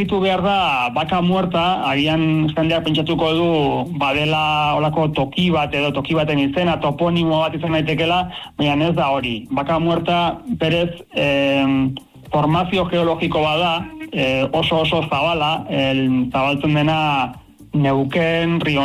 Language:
Basque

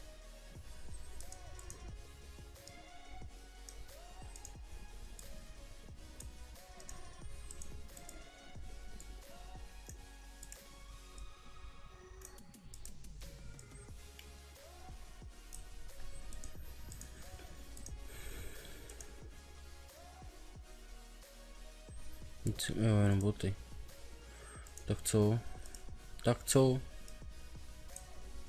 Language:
Czech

